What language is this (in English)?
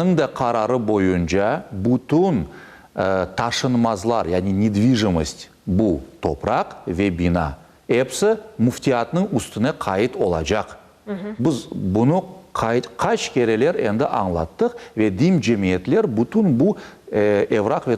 Crimean Tatar